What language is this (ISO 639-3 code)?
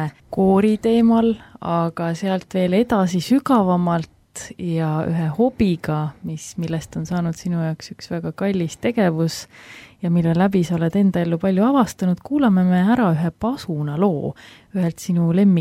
est